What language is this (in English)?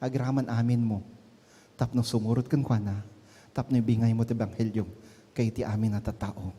Iloko